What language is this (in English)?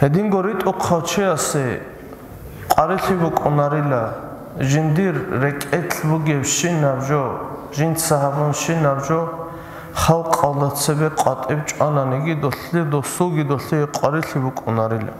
Avaric